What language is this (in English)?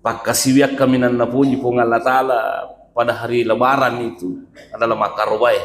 Buginese